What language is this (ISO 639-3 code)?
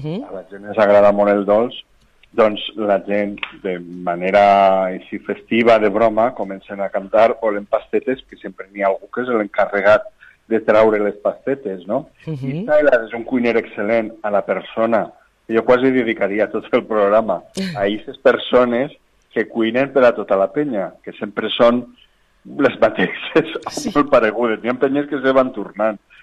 cat